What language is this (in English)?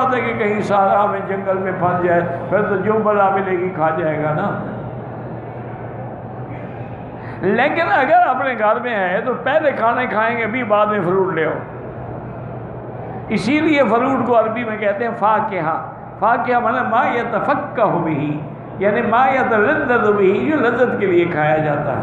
Urdu